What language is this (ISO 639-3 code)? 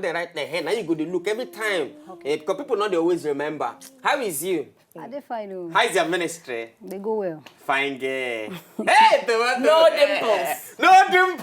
pcm